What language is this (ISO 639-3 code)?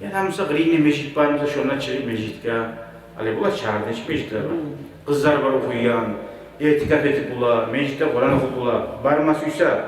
kum